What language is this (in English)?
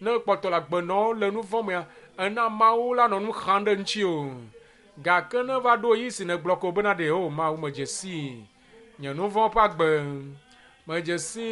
Ewe